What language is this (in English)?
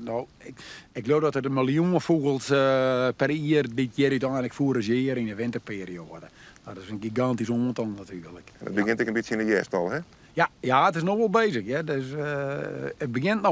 Western Frisian